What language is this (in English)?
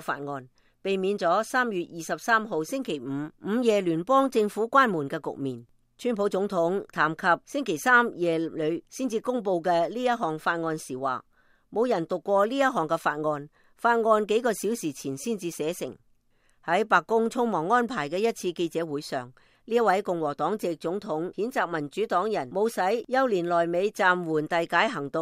Cantonese